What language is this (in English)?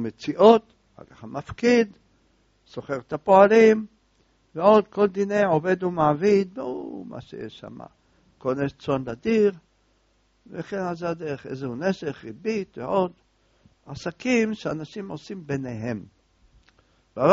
Hebrew